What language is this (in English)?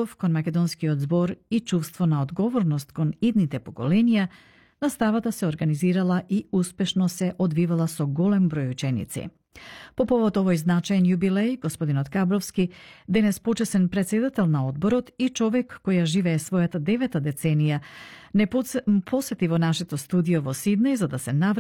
Macedonian